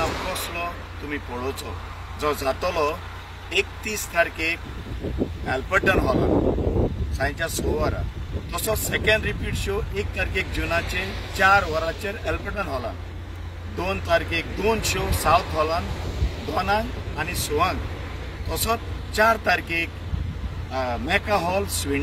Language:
Konkani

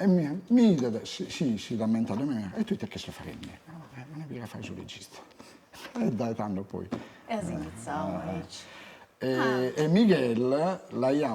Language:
Sardinian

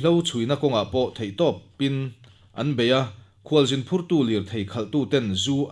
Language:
Mizo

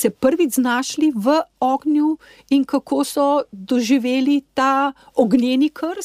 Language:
Slovenian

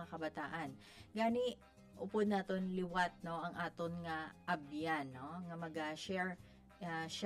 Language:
Hiligaynon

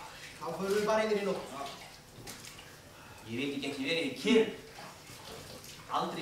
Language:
Icelandic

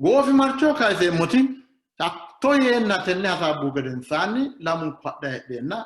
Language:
Sidamo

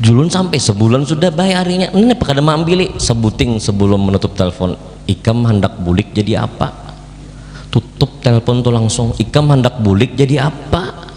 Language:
Banjar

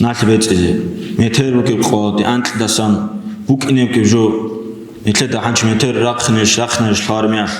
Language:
Avaric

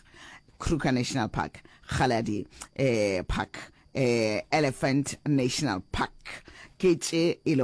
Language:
Northern Sotho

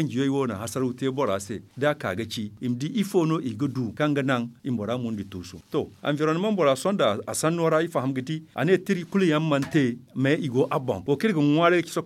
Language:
Zarma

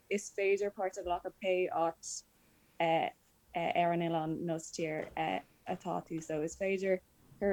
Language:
Irish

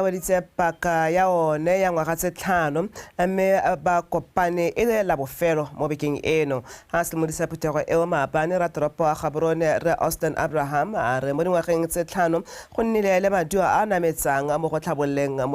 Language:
Tswana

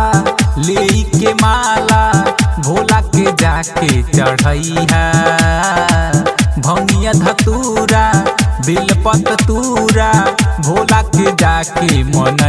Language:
Bhojpuri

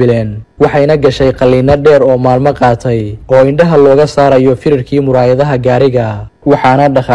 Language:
Somali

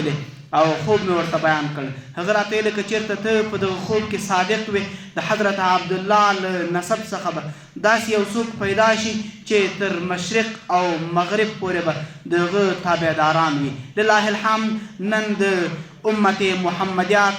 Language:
Pashto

